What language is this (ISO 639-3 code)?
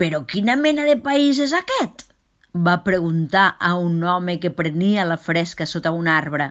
cat